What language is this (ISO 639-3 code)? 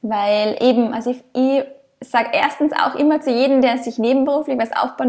deu